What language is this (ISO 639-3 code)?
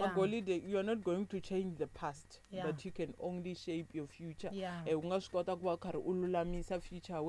tso